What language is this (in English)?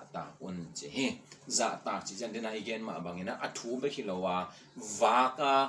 Tedim Chin